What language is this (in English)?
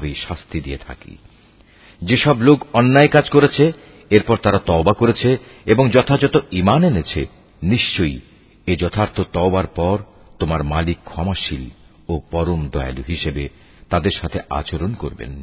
Bangla